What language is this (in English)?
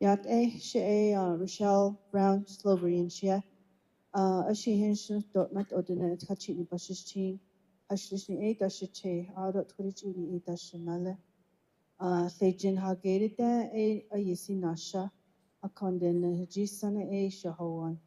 Navajo